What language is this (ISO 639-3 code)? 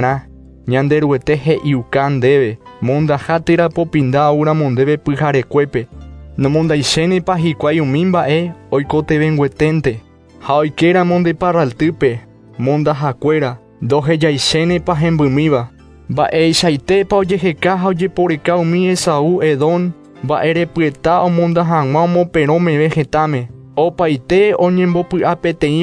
grn